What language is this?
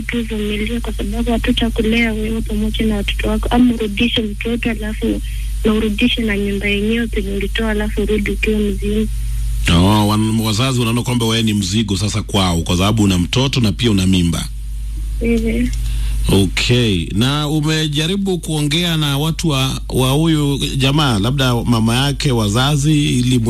Swahili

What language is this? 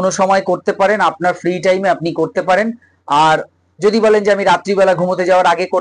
Bangla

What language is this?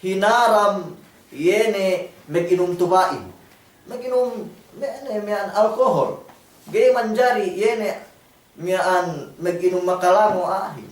Yakan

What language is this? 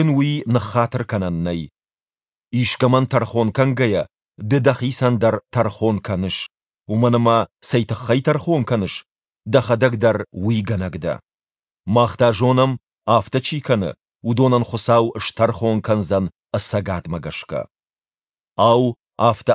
Ossetic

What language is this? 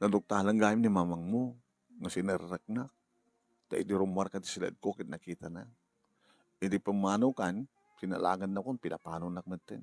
Iloko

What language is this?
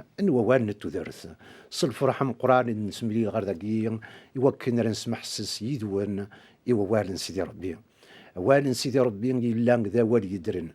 Kabyle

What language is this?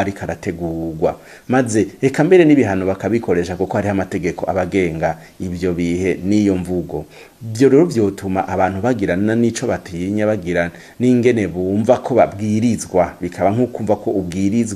Rundi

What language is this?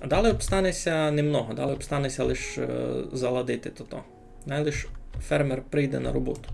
Rusyn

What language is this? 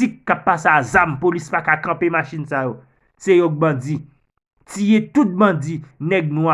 Haitian Creole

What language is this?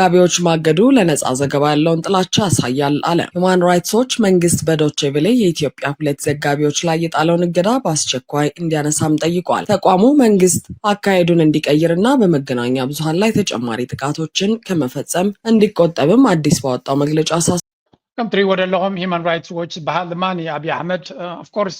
Tigrinya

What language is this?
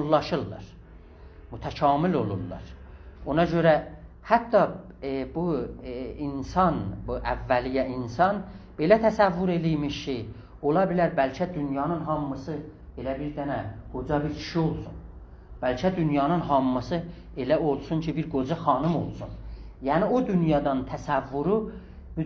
South Azerbaijani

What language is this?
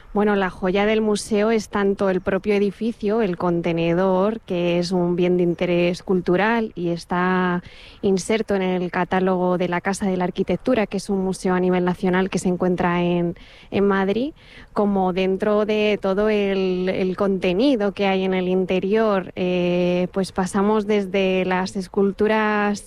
Spanish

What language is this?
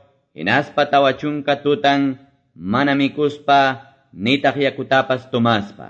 Quechua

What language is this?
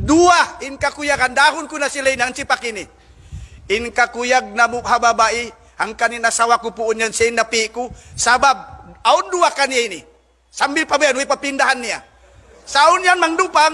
Tausug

